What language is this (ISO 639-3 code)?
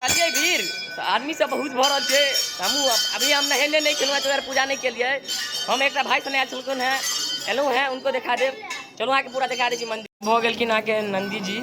mai